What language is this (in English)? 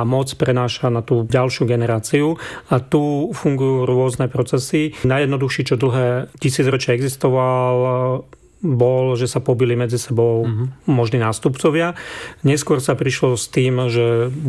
Slovak